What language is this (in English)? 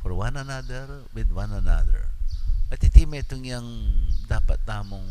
Pampanga